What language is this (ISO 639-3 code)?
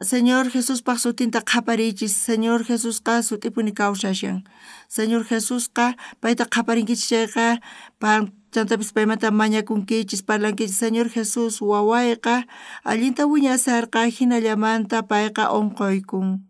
quh